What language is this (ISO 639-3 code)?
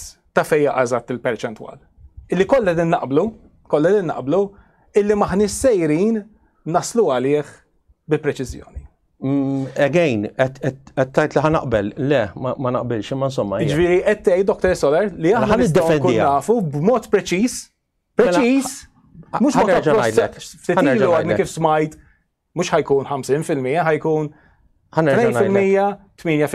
mlt